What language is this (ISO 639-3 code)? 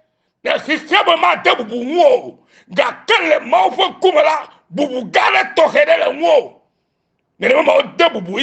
ewe